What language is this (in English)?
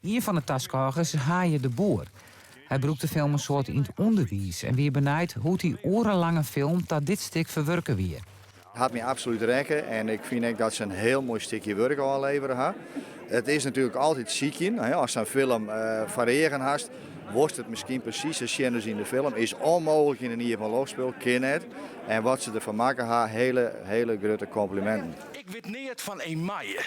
Western Frisian